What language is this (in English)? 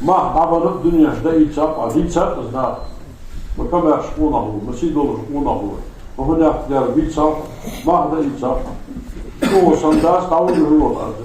Ingush